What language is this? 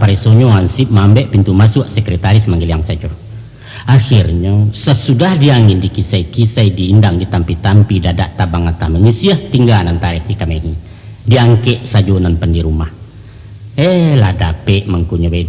Minangkabau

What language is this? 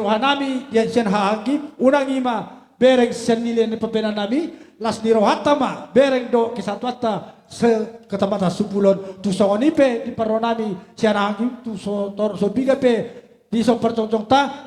Batak Toba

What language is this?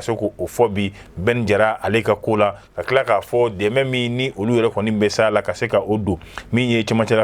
Bambara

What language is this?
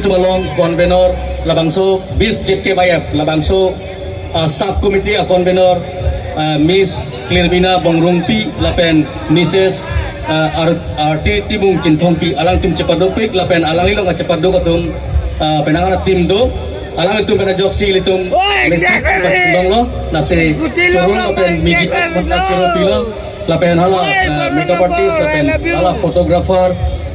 Karbi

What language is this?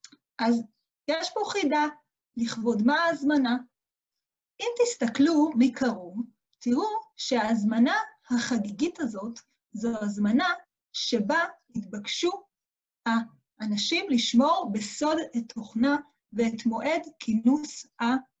Hebrew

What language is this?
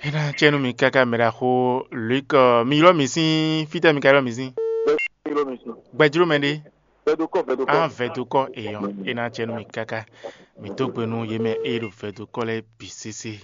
Fon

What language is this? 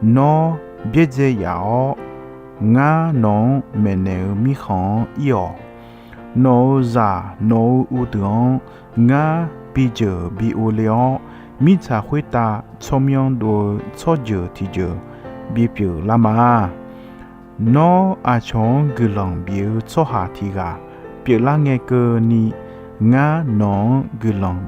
Akha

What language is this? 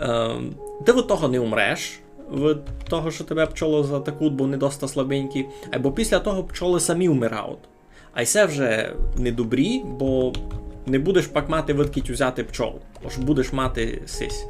Rusyn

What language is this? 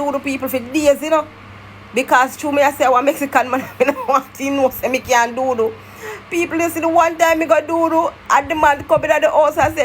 Jamaican Creole English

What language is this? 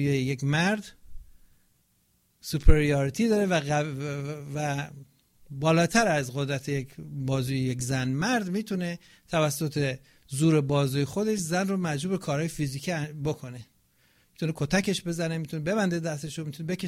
Persian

